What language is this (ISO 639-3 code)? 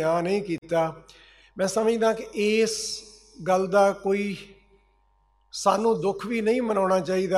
pan